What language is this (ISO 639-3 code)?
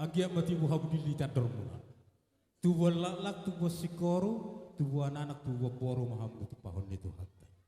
bbc